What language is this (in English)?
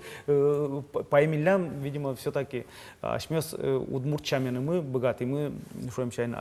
Udmurt